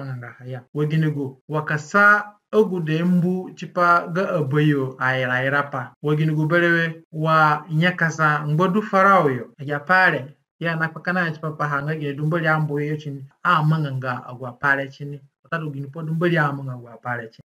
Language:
Zande (individual language)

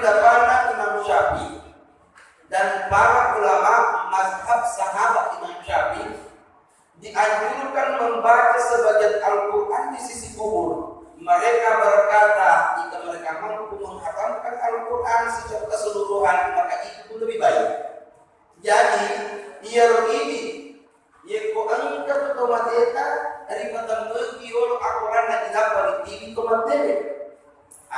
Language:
Buginese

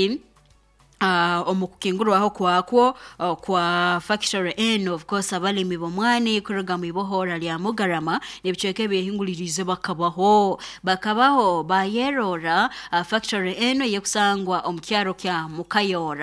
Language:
Nyoro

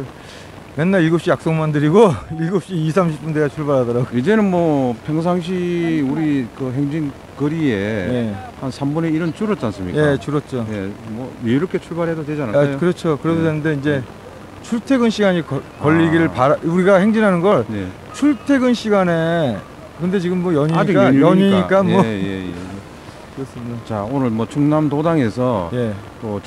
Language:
Korean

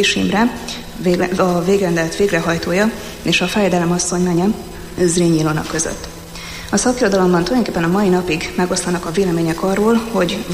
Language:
Hungarian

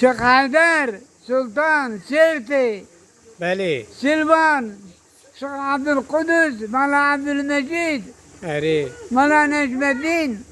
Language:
Kurdish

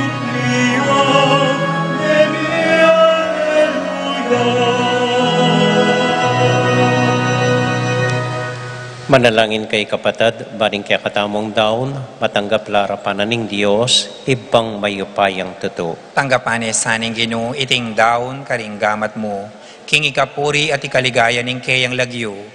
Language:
Pampanga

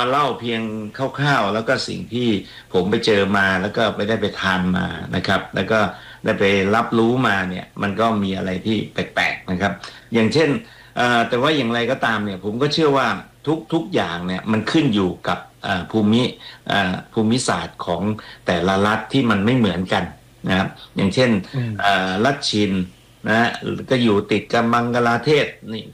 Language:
Thai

